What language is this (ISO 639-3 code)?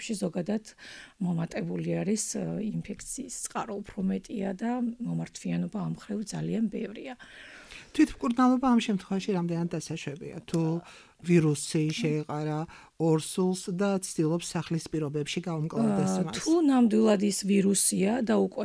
kat